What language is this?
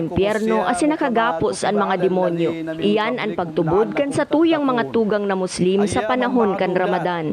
Bikol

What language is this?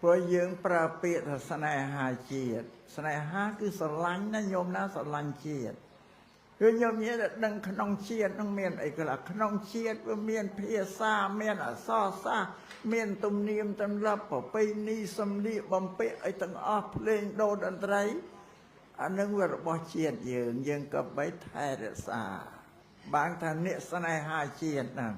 Khmer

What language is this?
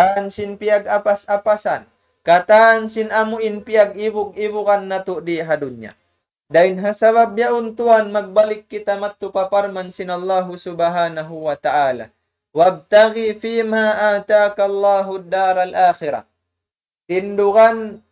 Tausug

